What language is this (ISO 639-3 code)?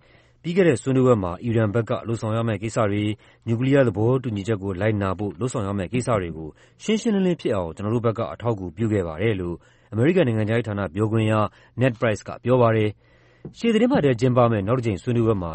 mya